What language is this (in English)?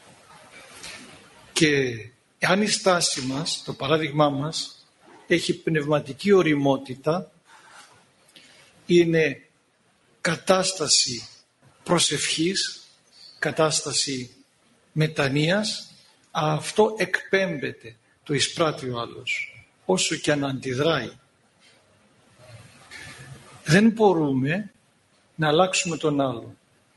Greek